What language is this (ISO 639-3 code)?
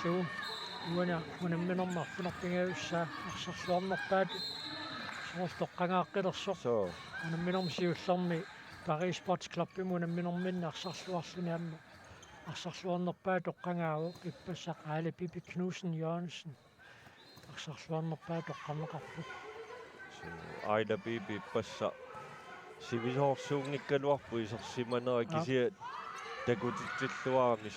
kal